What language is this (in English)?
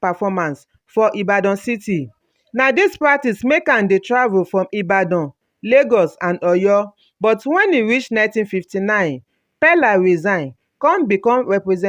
Nigerian Pidgin